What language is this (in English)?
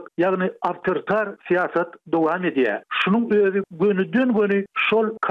Turkmen